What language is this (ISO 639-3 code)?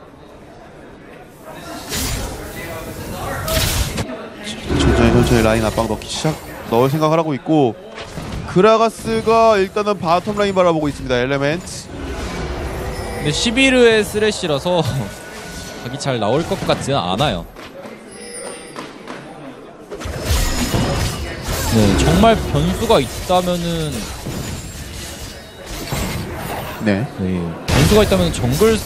kor